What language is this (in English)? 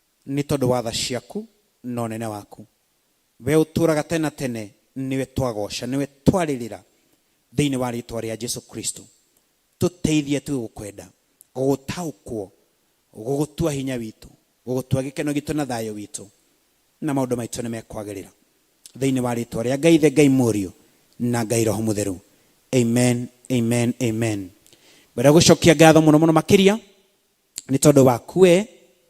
Kikuyu